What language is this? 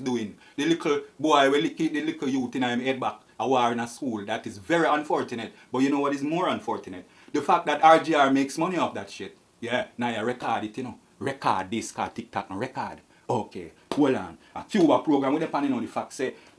Jamaican Creole English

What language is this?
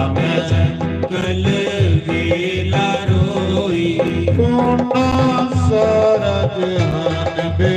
Dogri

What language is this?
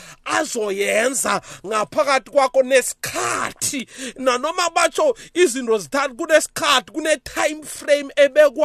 South Ndebele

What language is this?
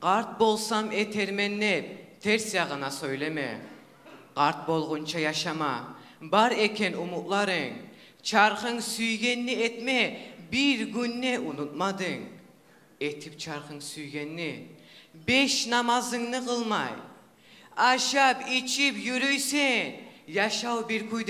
Kumyk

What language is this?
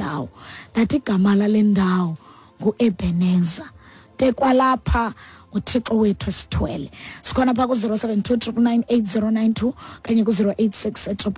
Xhosa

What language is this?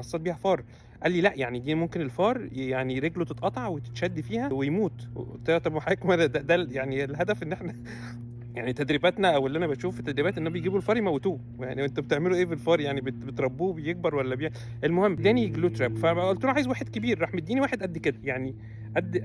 Egyptian Arabic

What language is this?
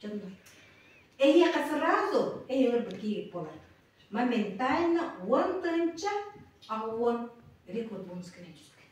Yakut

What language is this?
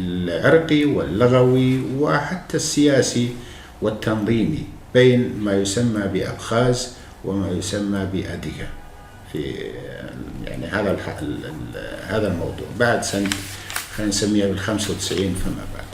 North Levantine Arabic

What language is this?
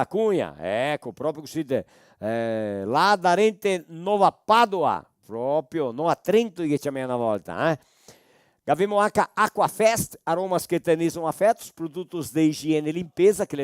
Venetian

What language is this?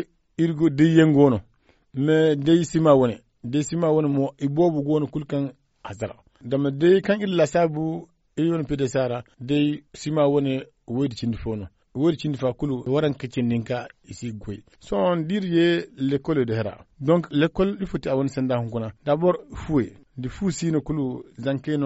Zarma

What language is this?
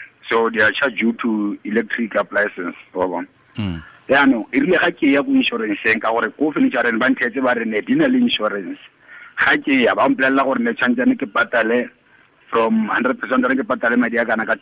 Tswana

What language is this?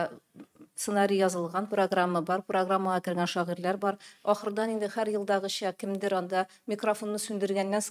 Tatar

